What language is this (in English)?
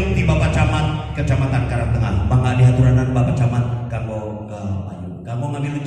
Sundanese